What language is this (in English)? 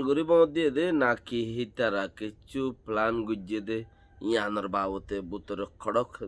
Rohingya